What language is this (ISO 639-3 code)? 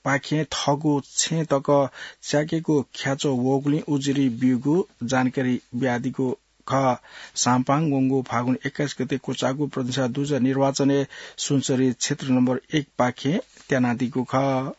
new